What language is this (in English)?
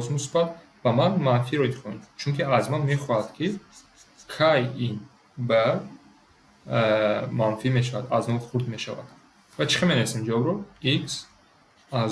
Tajik